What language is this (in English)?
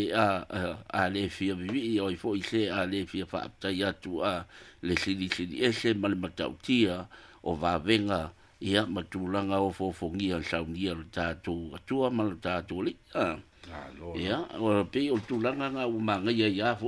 Samoan